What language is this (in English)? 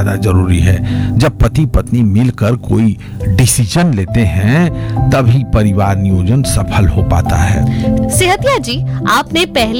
Hindi